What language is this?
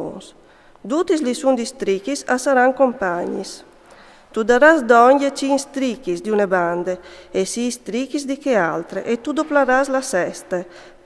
Friulian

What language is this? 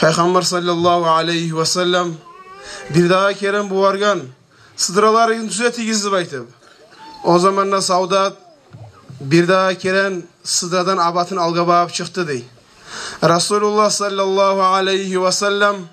Kumyk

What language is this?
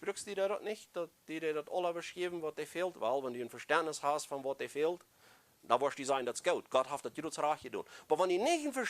Plautdietsch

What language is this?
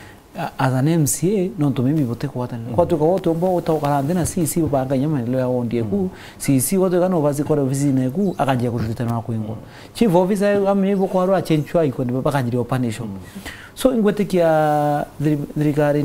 Meru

